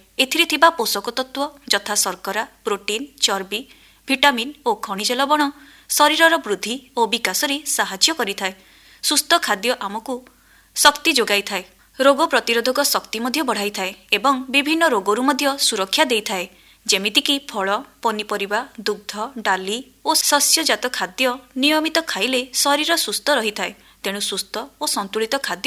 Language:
Odia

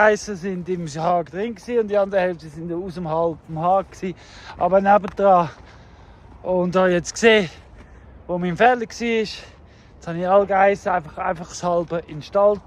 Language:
Swiss German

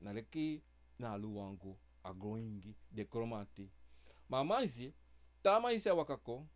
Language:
Sranan Tongo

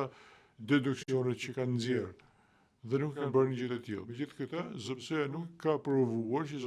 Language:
Albanian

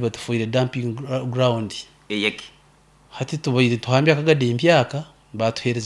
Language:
Nyankole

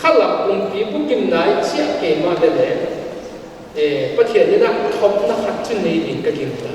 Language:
Paite Chin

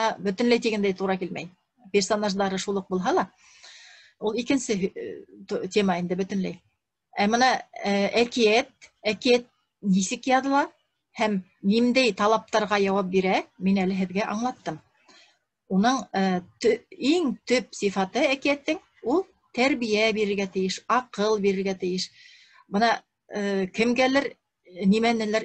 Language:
Bashkir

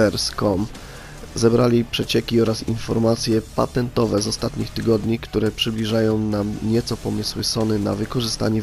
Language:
Polish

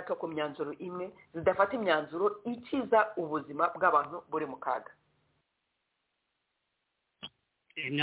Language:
Kinyarwanda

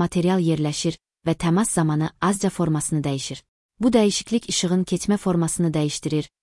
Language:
Azerbaijani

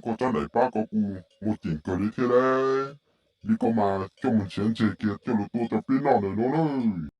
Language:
Hmong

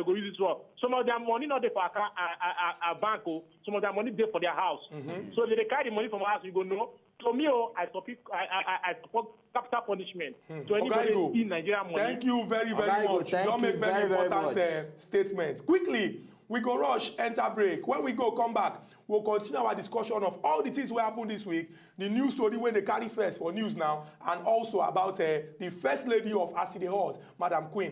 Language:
Nigerian Pidgin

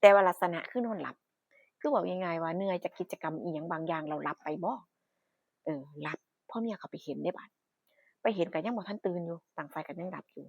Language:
Northeastern Thai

